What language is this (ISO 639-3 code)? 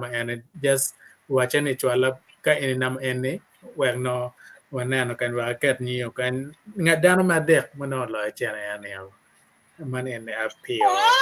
ach